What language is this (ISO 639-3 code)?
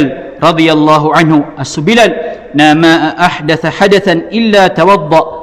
mrw